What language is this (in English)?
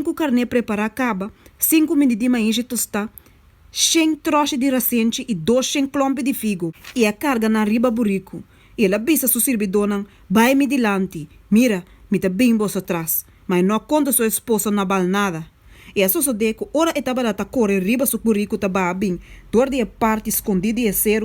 Papiamento